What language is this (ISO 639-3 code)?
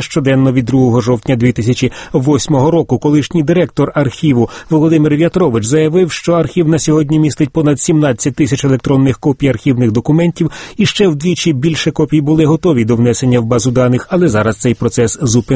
ukr